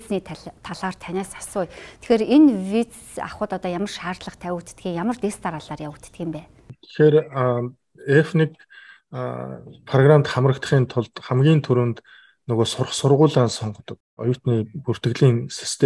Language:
Mongolian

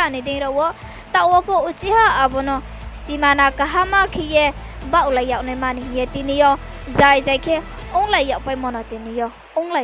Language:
Riang (India)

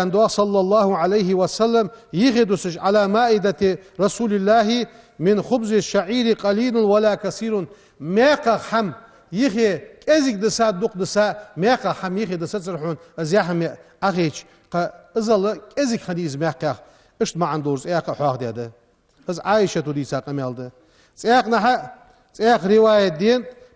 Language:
Ingush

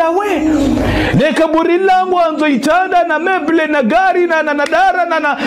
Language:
Ngazidja Comorian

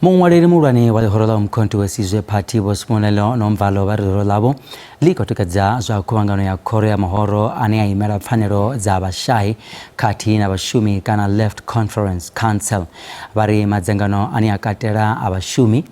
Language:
Venda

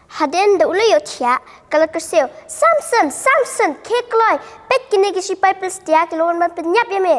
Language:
Khasi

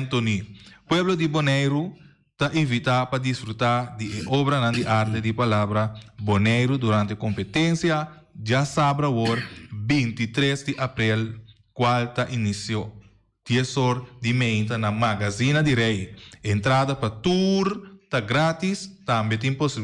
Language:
Papiamento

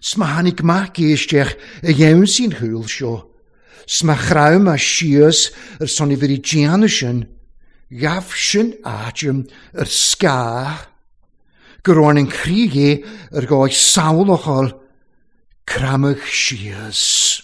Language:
Welsh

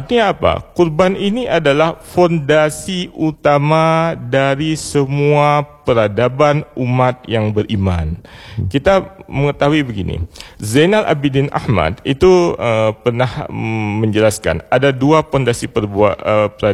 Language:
Indonesian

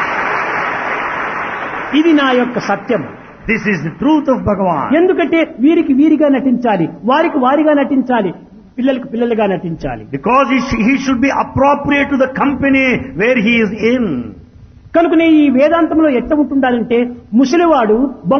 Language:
Telugu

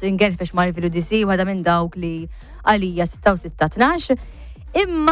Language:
Maltese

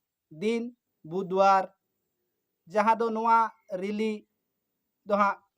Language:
Santali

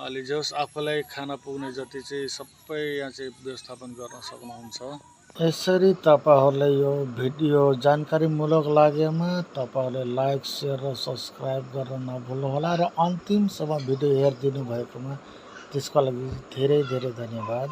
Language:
Nepali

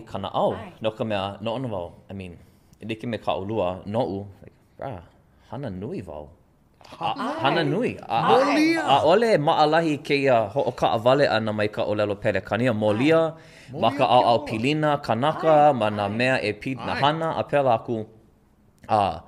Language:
Hawaiian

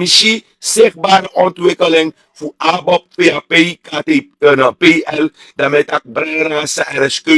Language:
Sranan Tongo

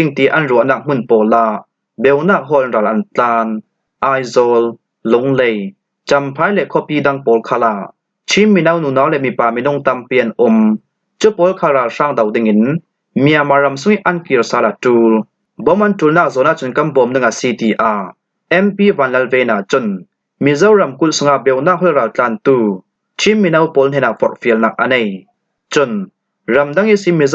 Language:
Falam Chin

